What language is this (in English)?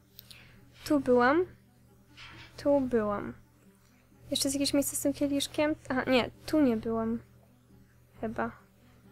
Polish